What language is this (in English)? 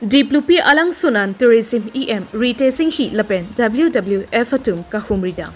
Karbi